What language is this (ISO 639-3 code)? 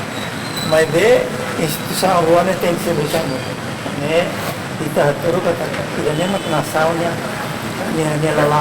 tet